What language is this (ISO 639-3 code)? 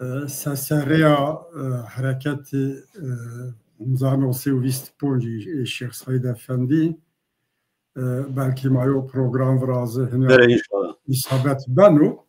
zza